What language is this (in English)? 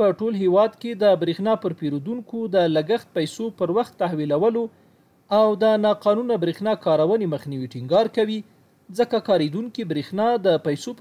Pashto